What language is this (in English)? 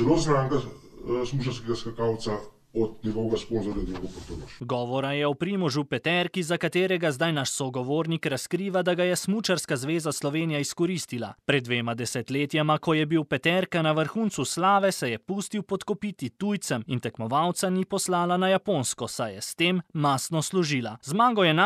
Slovenian